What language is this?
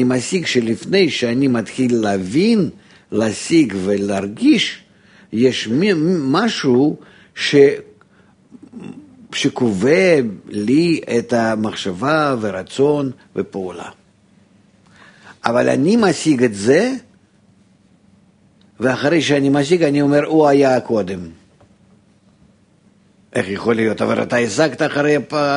Hebrew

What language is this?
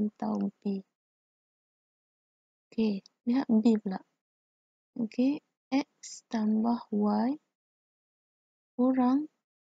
Malay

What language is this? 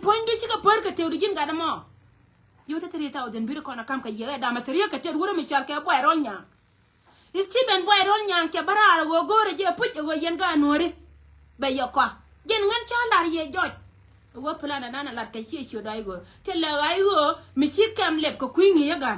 Nuer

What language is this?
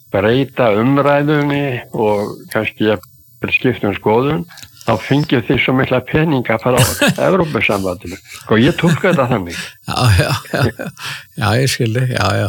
Icelandic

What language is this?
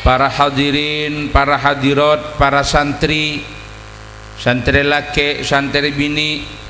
Madurese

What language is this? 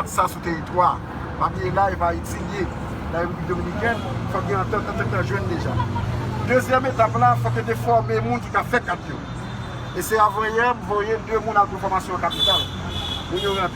Haitian Creole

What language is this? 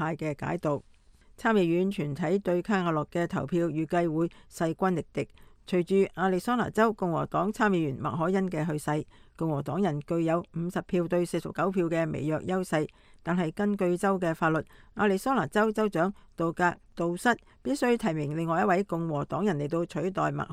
Cantonese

